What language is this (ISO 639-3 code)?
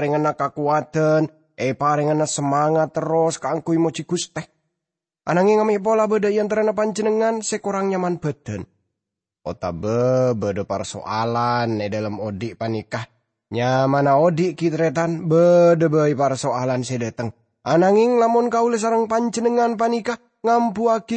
mad